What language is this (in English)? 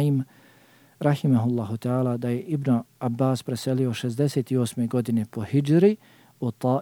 Bosnian